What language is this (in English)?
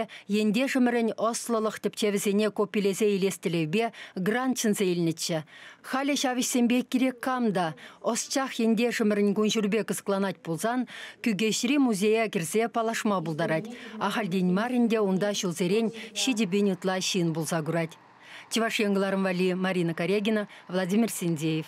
Chuvash